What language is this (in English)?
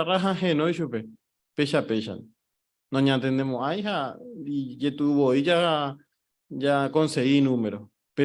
Guarani